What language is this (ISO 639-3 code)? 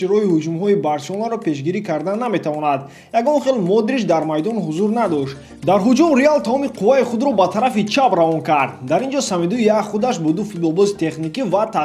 tgk